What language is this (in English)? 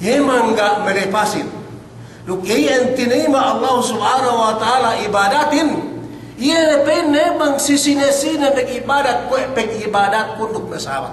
Yakan